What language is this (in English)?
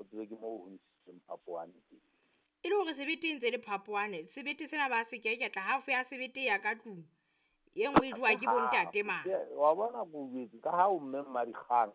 Southern Sotho